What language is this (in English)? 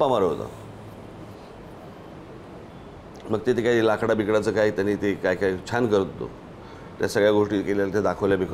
Marathi